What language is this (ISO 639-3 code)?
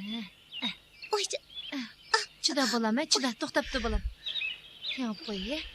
uig